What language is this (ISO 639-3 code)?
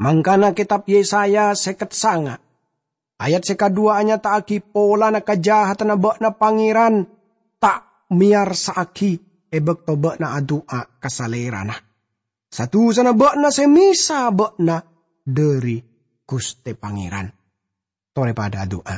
mad